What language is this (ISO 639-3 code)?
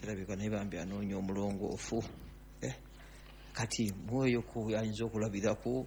lug